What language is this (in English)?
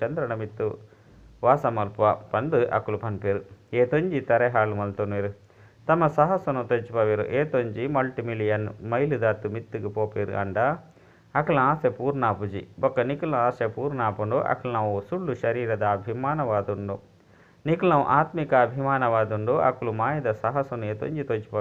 Tulu